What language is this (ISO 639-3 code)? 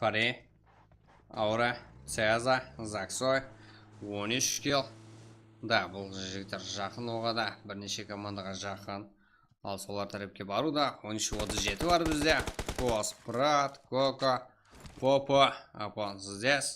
kaa